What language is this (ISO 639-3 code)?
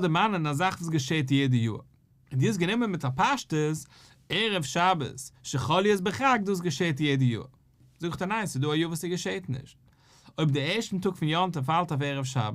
yid